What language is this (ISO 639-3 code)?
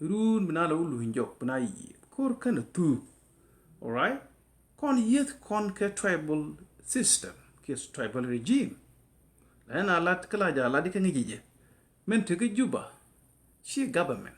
nus